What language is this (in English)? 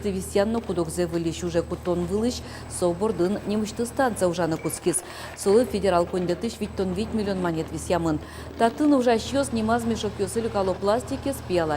Udmurt